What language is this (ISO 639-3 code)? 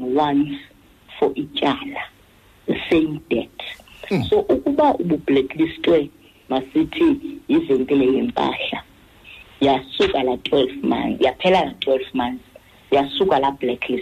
xho